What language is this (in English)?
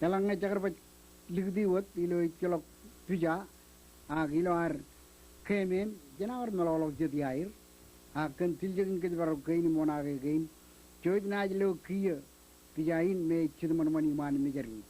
Marshallese